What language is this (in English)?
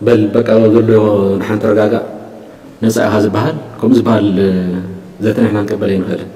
Tigrinya